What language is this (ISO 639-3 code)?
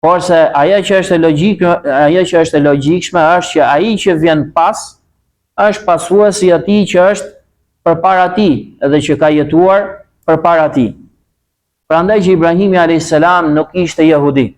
sqi